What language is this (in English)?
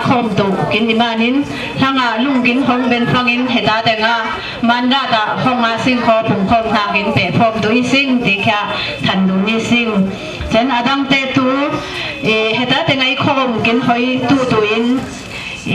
Falam Chin